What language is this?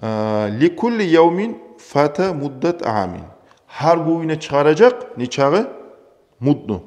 Kumyk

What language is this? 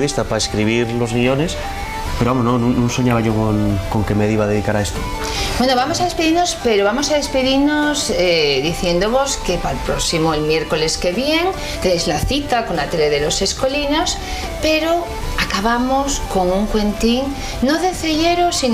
Asturian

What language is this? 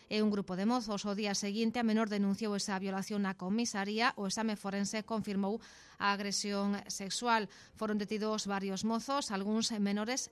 Galician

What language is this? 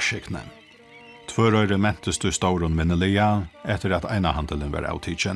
Faroese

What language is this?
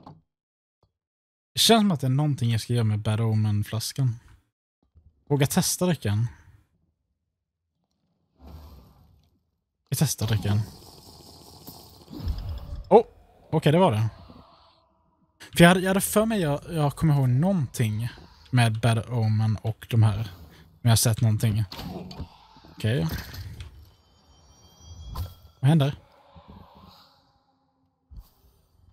Swedish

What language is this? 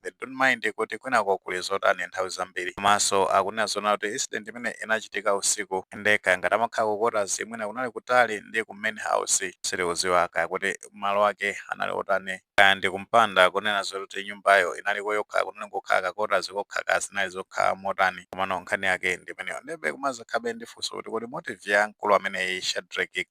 Nyanja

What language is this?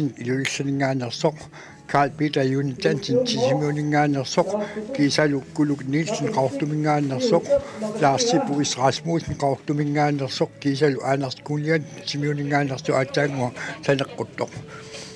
Kalaallisut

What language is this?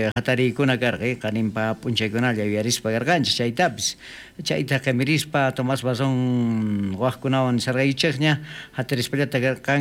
South Bolivian Quechua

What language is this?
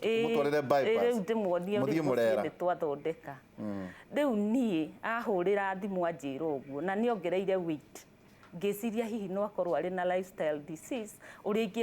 Kikuyu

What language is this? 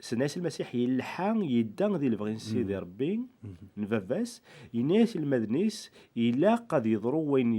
Kabyle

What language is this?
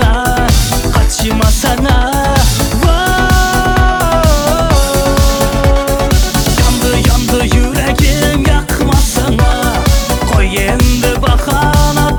Turkish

